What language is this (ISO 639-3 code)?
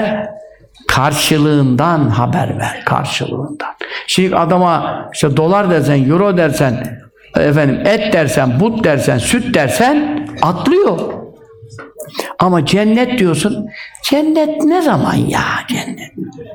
tur